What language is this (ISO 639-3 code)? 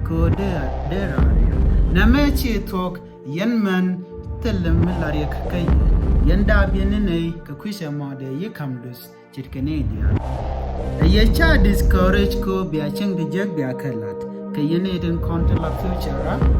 nus